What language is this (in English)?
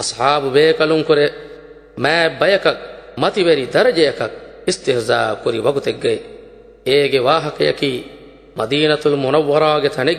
Divehi